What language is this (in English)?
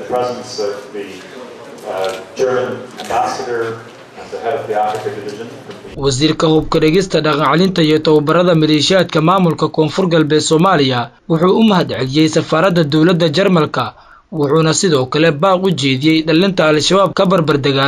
Somali